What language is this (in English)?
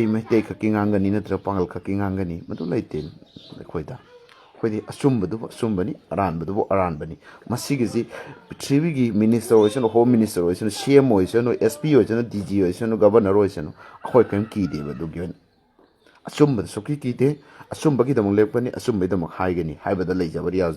Manipuri